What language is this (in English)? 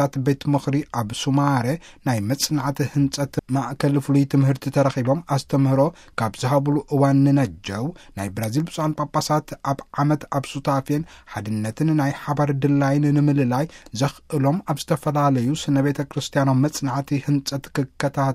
Tigrinya